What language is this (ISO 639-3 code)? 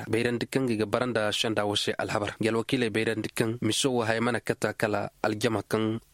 ses